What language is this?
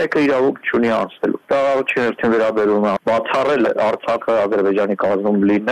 Armenian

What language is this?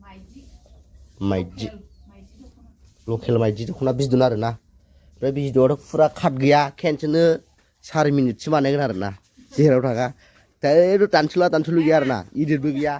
Bodo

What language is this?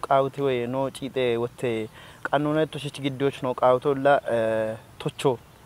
Kafa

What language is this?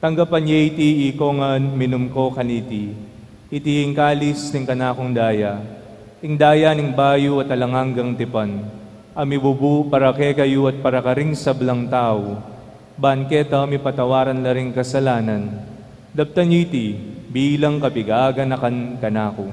Pampanga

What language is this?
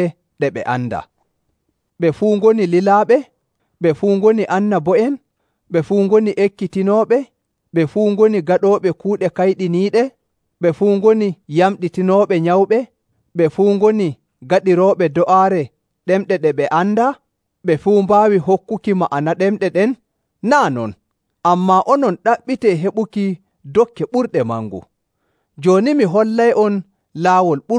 Nigerian Fulfulde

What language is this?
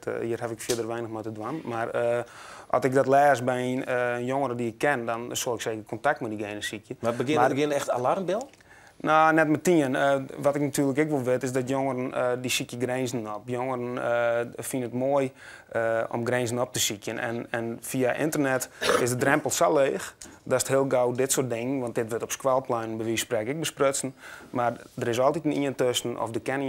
Western Frisian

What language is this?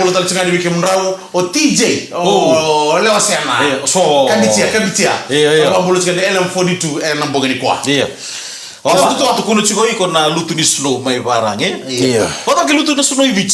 Fijian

